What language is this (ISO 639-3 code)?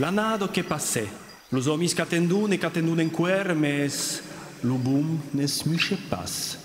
oci